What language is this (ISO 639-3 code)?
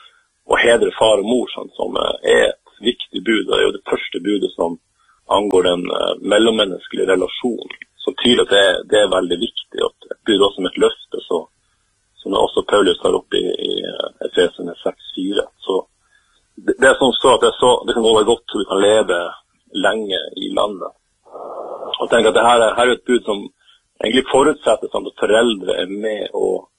nor